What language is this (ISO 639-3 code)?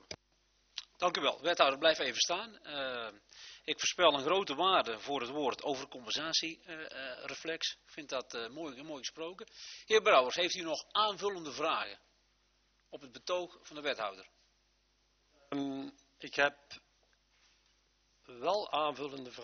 nld